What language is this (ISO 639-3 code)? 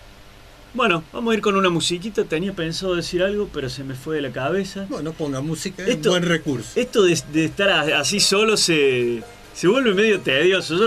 spa